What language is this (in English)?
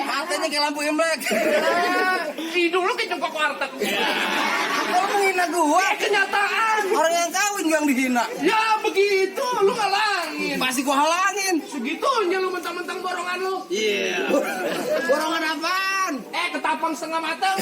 Betawi